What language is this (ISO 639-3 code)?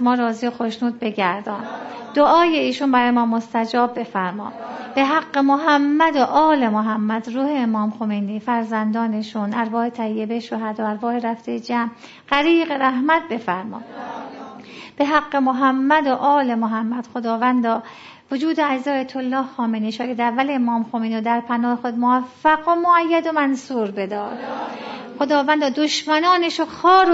fas